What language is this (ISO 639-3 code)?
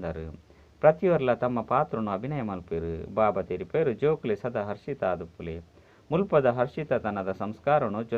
tcy